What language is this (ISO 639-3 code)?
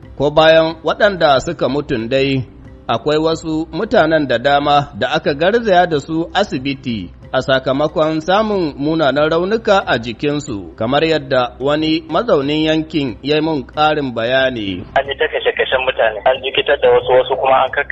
hau